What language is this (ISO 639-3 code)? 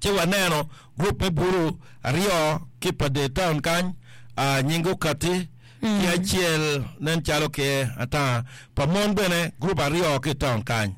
ach